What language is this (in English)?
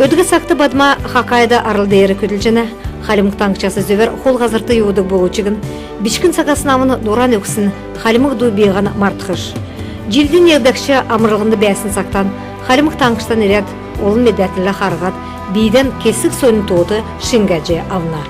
Kalmyk